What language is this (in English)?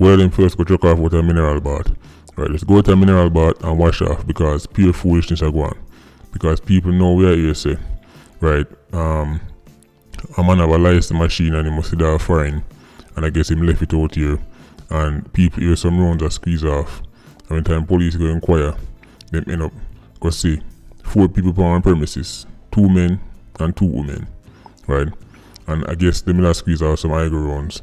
Jamaican Creole English